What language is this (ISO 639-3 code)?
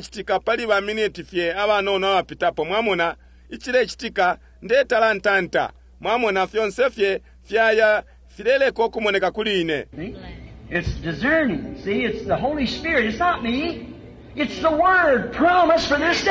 bem